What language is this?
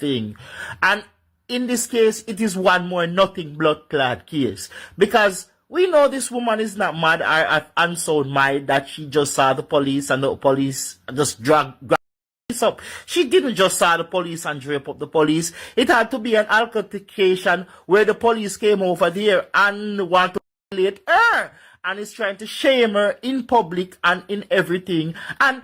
Jamaican Creole English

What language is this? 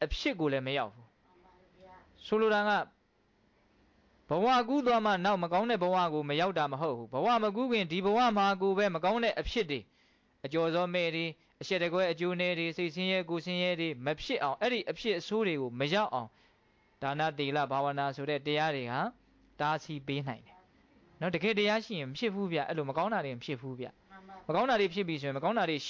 Burmese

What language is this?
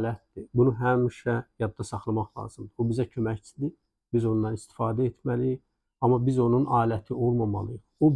Azerbaijani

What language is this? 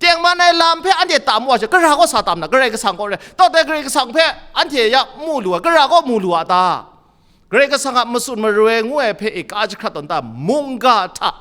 Kachin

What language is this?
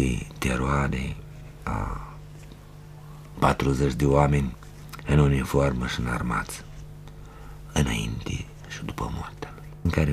Romanian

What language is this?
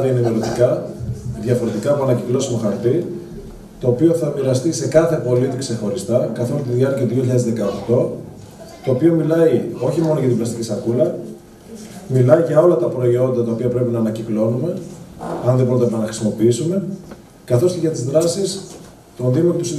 Greek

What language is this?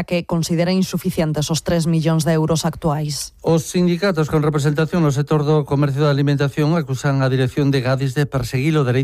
Galician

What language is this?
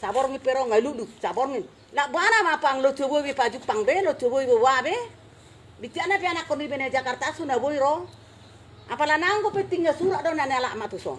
Batak Toba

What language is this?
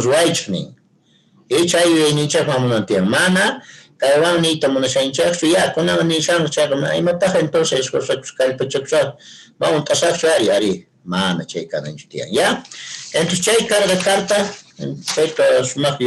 Quechua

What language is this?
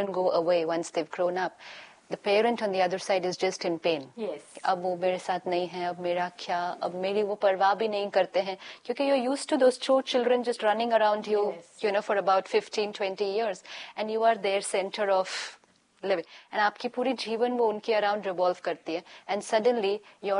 Hindi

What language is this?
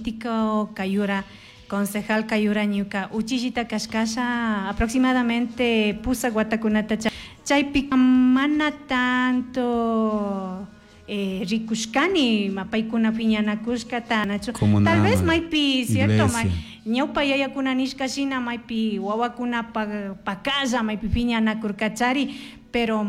Chimborazo Highland Quichua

